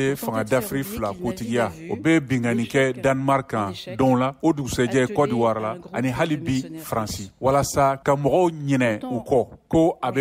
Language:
Bambara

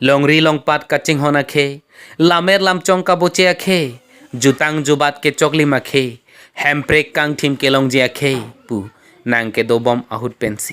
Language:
Karbi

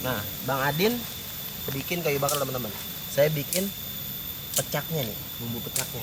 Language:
Betawi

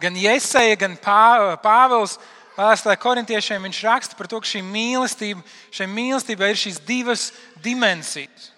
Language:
Latvian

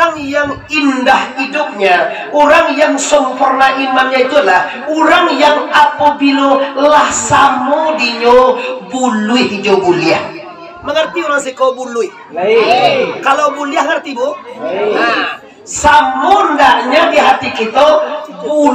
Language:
Minangkabau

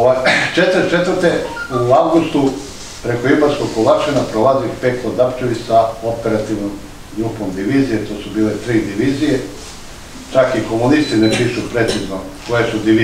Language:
Serbian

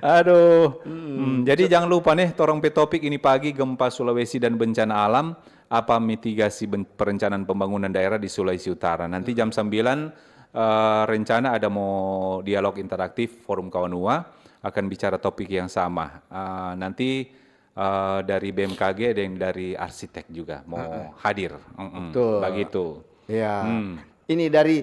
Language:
Manado Malay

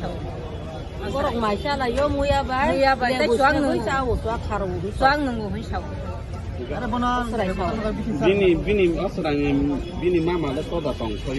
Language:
Kok Borok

